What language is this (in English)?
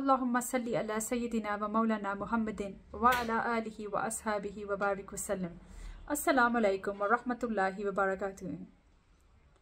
Urdu